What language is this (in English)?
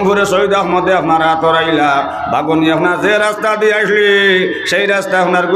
Sylheti